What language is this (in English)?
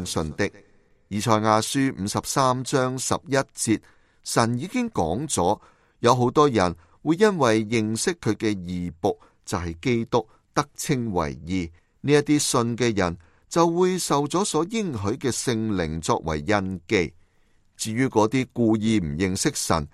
Cantonese